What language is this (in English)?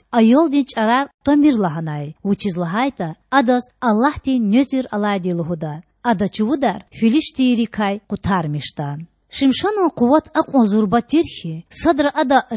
Lezghian